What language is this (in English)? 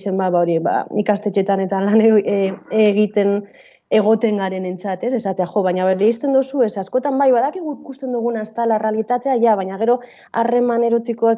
Basque